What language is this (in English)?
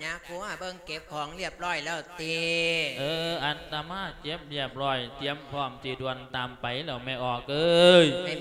Lao